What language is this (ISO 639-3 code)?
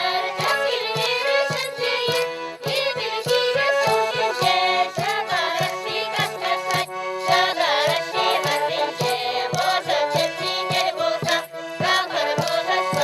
chv